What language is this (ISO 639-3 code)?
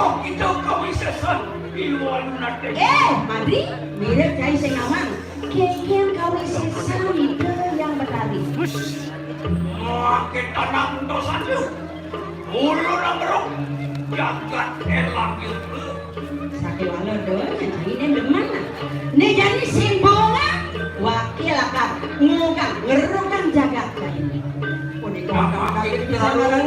ban